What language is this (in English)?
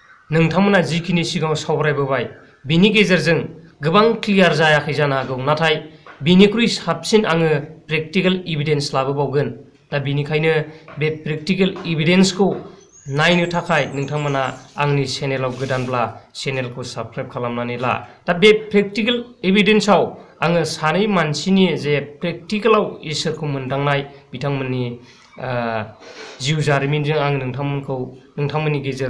Bodo